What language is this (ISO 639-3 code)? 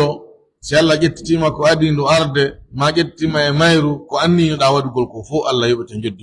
fuf